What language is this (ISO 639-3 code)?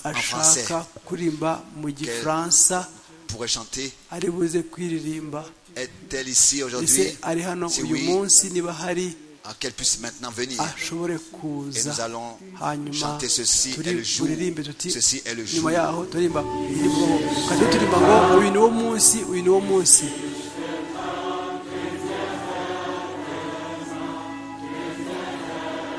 kin